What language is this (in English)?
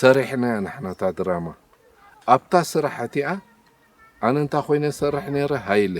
Tigrinya